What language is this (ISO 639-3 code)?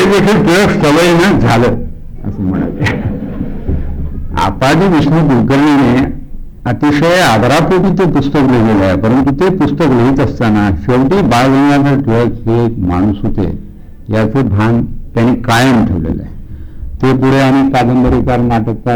mar